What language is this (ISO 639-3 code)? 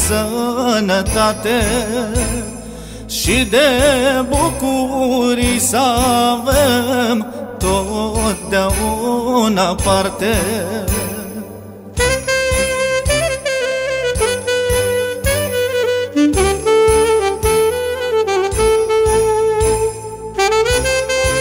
ron